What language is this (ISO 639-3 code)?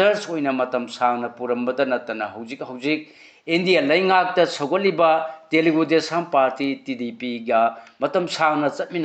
mni